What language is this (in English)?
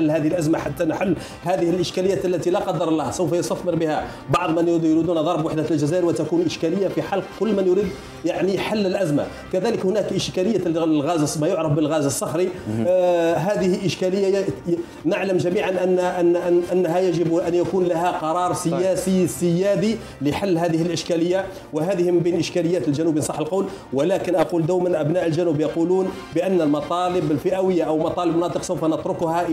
Arabic